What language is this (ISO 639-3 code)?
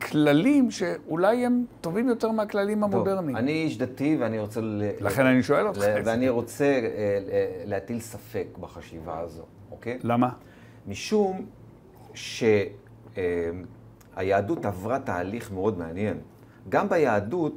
heb